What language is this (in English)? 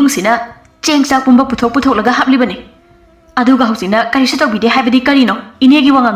Manipuri